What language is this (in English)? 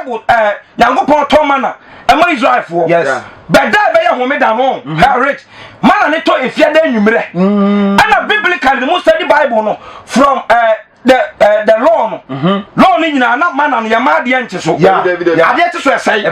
Akan